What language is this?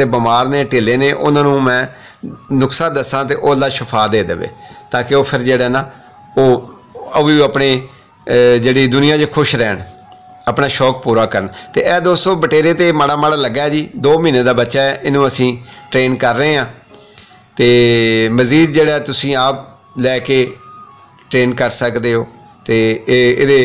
Punjabi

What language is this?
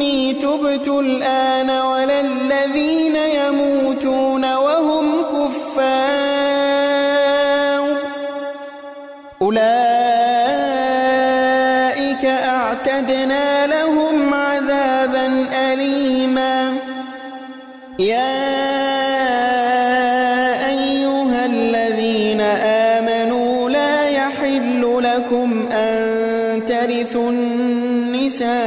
Arabic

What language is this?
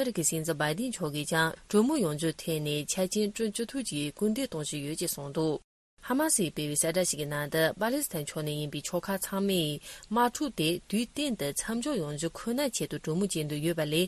Tibetan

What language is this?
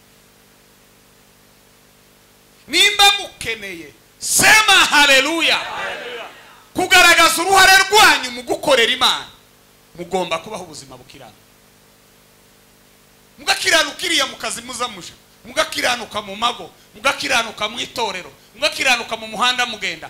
Kinyarwanda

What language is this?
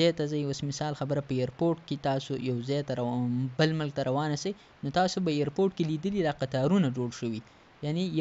Pashto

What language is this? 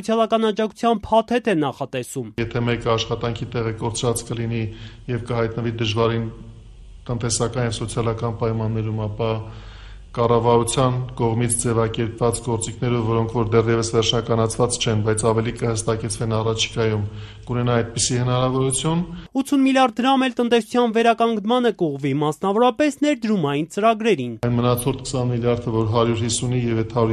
Armenian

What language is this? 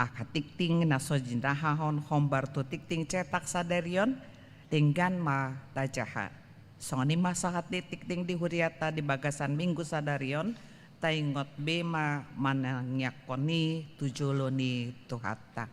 Batak Toba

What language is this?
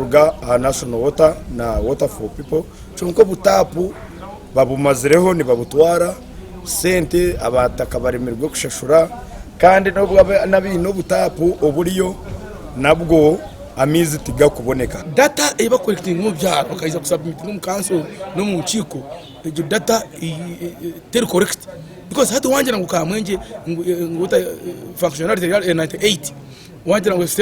Nyankole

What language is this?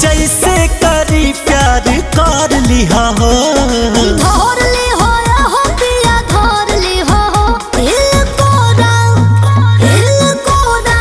Bhojpuri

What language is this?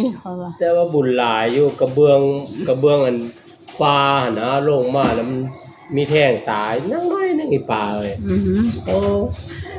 Northeastern Thai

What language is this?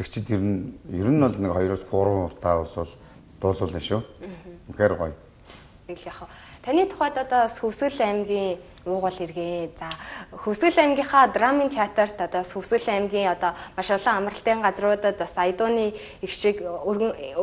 Mongolian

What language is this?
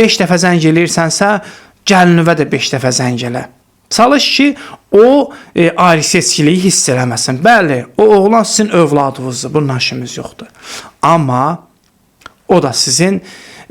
Azerbaijani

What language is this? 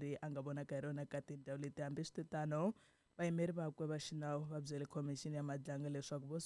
Tsonga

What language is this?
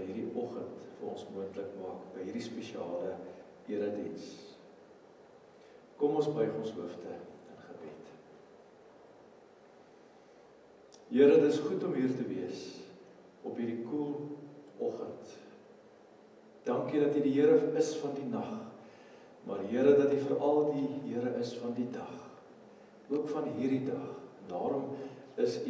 Afrikaans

